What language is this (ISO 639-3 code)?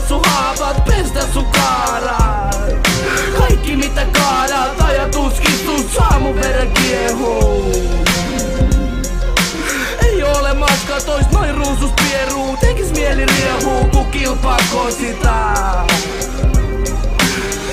fin